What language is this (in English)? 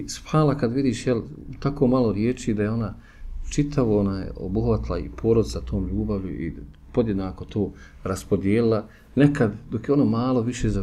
Bosnian